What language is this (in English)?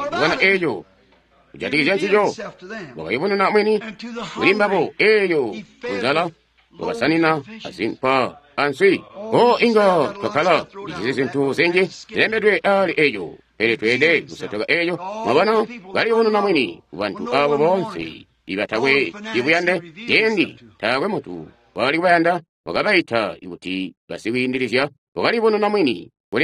Tonga (Zambia)